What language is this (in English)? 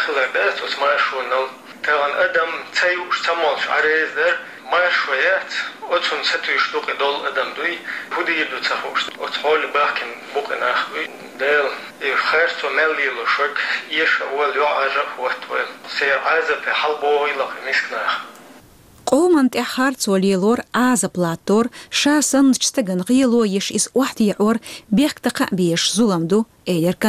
Chechen